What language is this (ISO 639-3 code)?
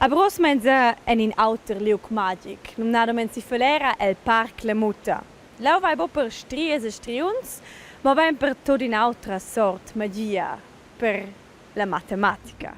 roh